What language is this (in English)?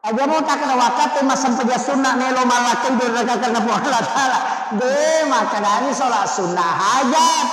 Buginese